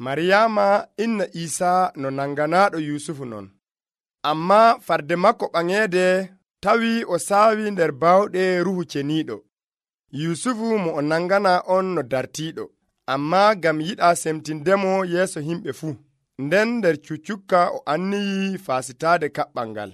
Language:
Nigerian Fulfulde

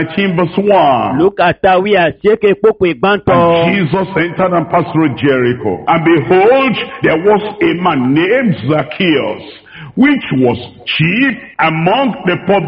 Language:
Ewe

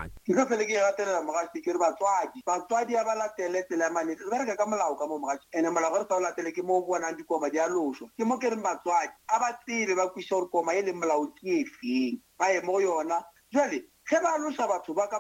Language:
Northern Sotho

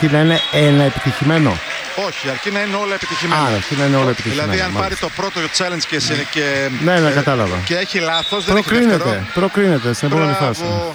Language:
Greek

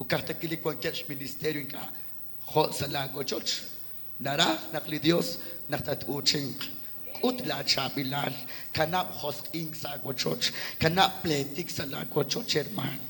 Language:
Kekchí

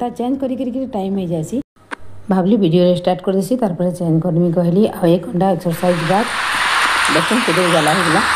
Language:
Sambalpuri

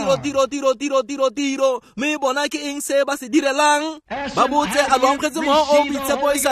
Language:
Tswana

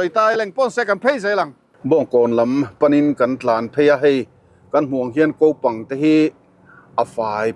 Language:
Mizo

